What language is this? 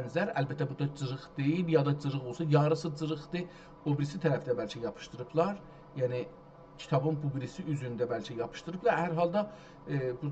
South Azerbaijani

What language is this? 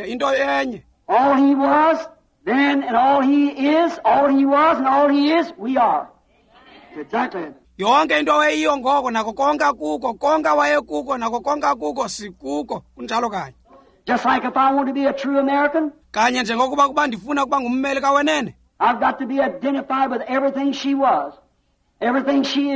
Xhosa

